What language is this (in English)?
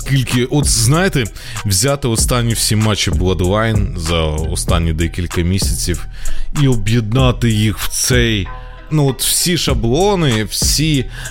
Ukrainian